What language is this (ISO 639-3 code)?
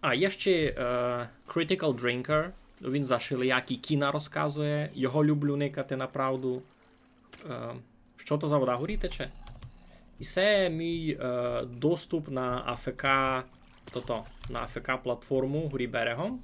rue